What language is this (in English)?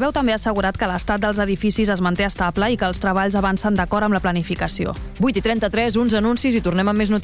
Catalan